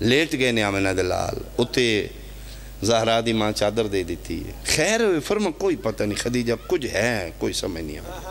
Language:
Pahari-Potwari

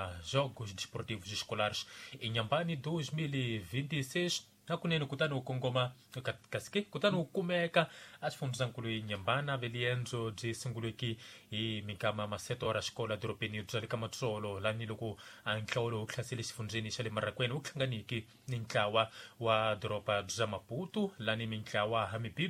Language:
Tsonga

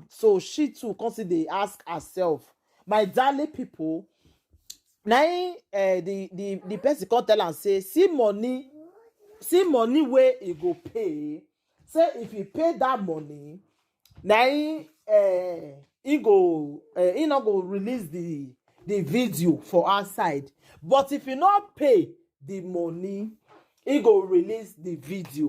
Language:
Nigerian Pidgin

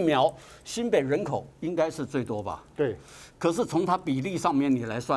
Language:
Chinese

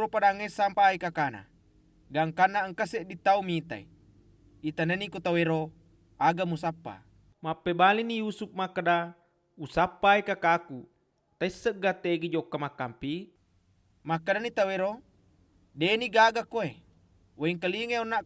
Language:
Buginese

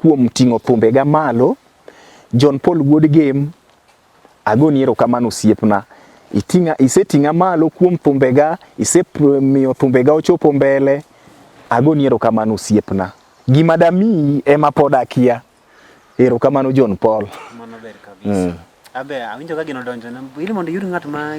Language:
Luo (Kenya and Tanzania)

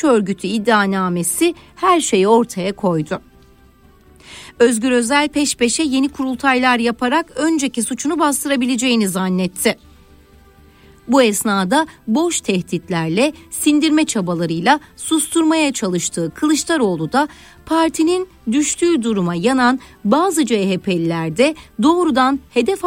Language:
Turkish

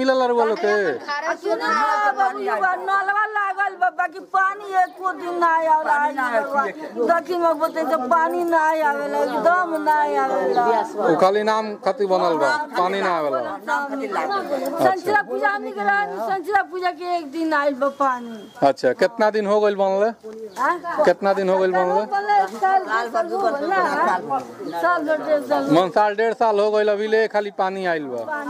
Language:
Bhojpuri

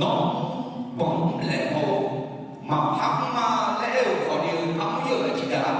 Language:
Akha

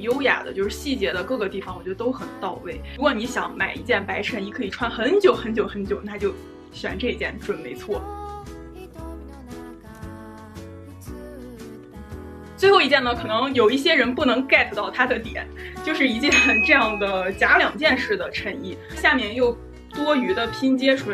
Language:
Chinese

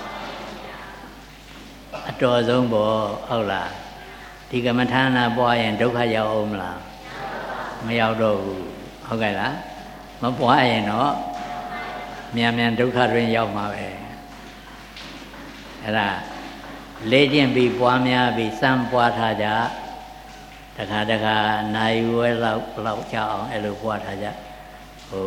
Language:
Burmese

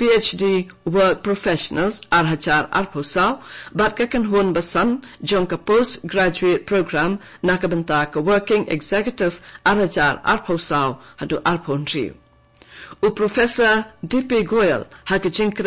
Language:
Khasi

